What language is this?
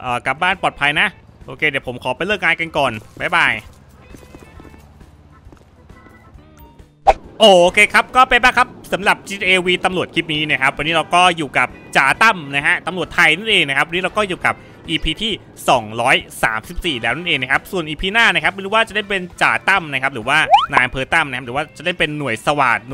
Thai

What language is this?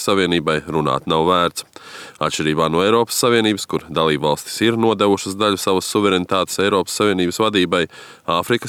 Latvian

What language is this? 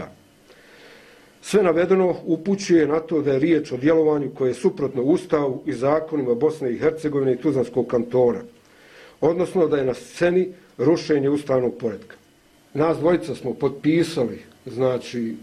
Bosnian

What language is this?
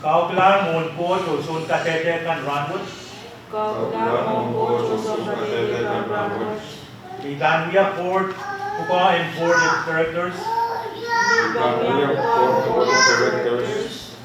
Pohnpeian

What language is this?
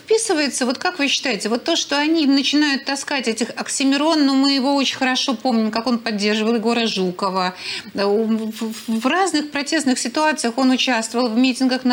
Russian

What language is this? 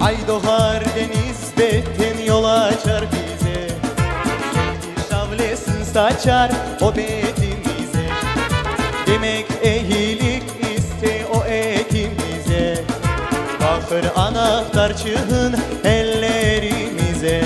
Crimean Tatar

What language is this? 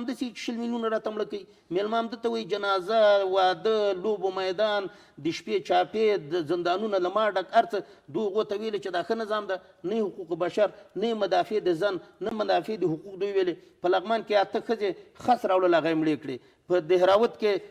Pashto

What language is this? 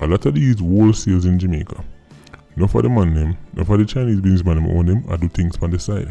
Jamaican Creole English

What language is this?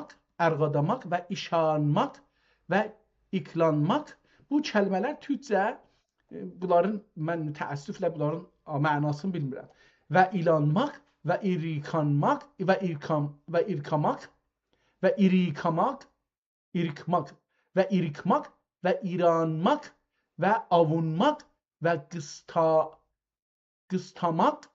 South Azerbaijani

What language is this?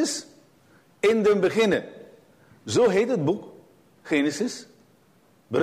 Dutch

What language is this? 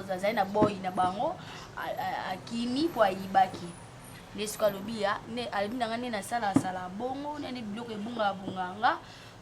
Lingala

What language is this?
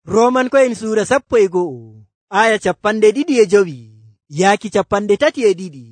Nigerian Fulfulde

